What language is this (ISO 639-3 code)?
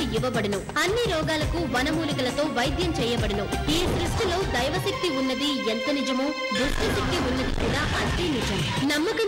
tel